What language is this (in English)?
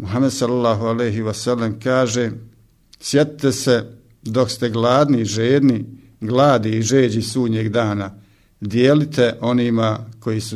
Bosnian